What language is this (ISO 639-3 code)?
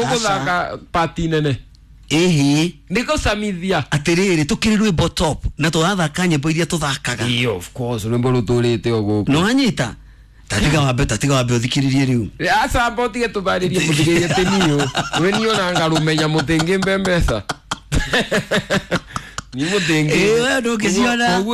kik